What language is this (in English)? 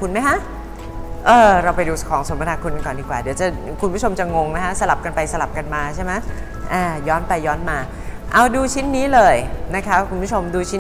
Thai